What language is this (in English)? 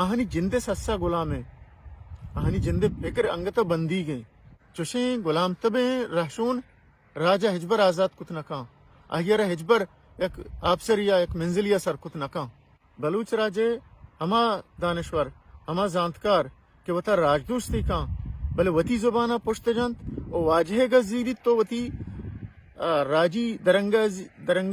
Baluchi